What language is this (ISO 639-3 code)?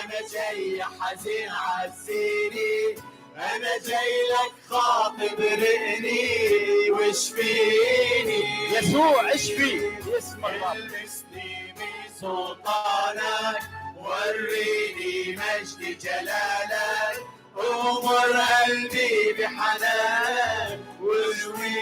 acm